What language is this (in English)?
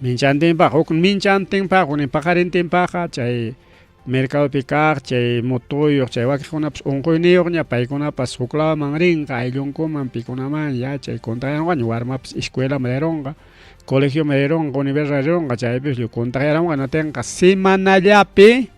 Ayacucho Quechua